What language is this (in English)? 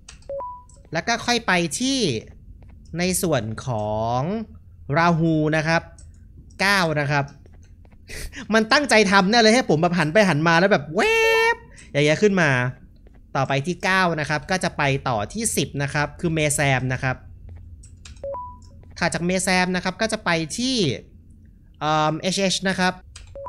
Thai